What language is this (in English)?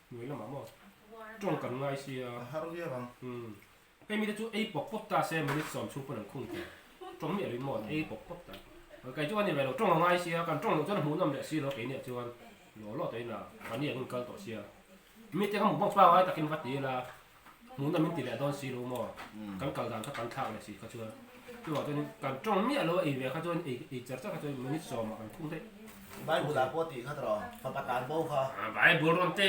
Mizo